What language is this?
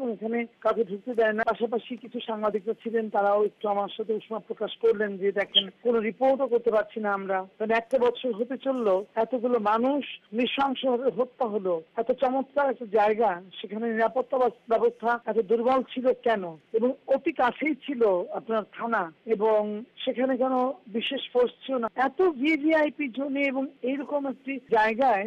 Bangla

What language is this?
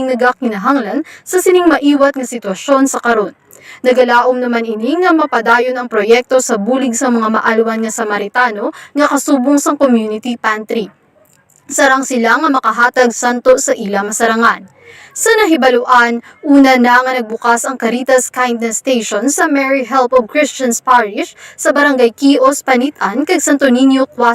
Hiligaynon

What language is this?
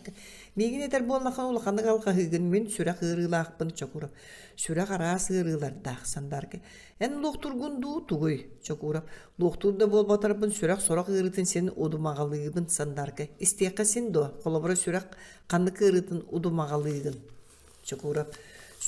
Yakut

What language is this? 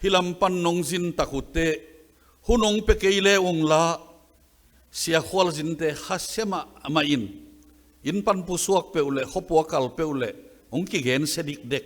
Tedim Chin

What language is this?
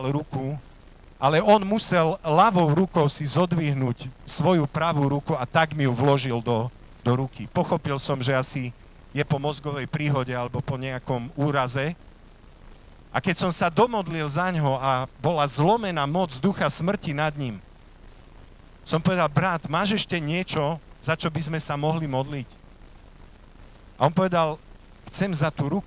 Slovak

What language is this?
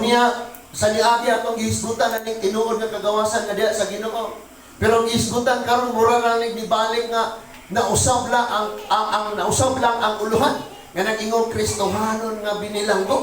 Cebuano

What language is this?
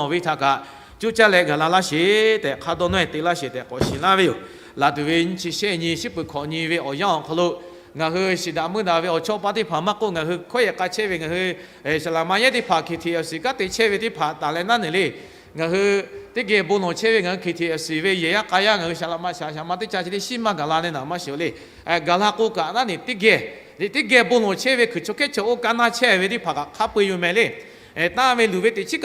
Lahu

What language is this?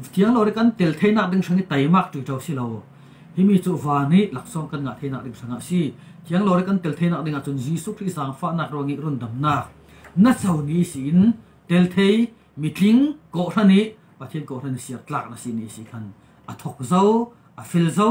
Falam Chin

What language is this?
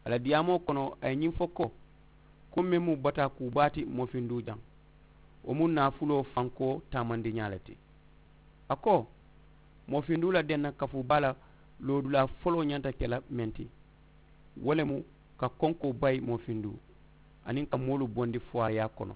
Mandingo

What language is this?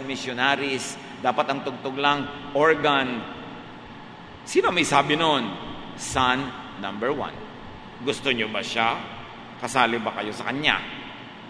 Filipino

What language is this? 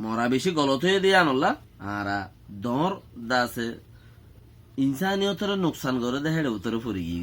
Rohingya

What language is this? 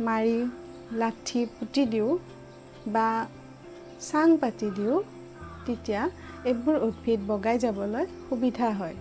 Assamese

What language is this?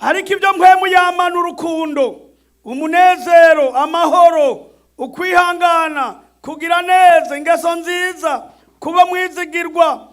Rundi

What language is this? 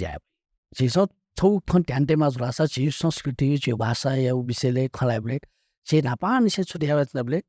Newari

